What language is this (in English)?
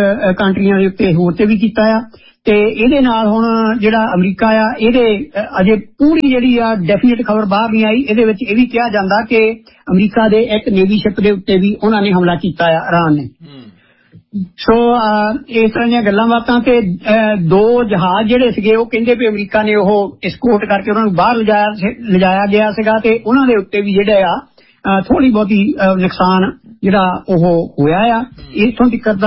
Punjabi